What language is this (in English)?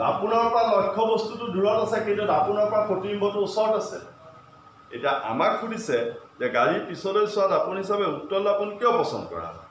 Assamese